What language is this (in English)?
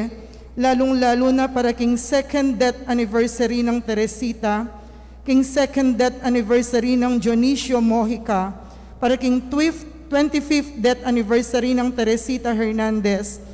Pampanga